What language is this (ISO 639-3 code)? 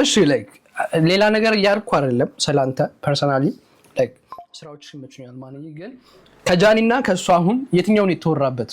amh